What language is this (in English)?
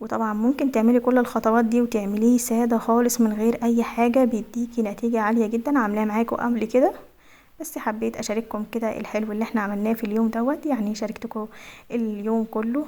Egyptian Arabic